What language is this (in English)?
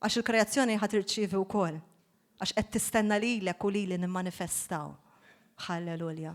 Maltese